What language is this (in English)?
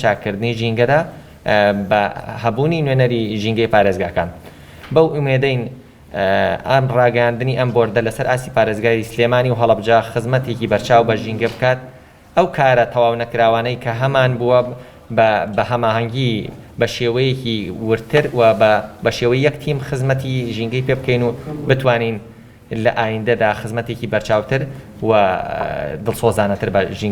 Central Kurdish